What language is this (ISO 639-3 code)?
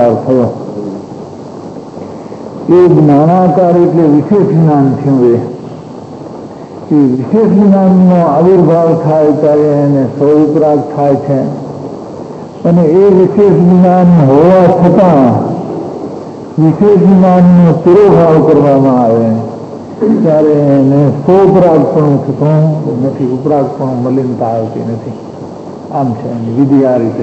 guj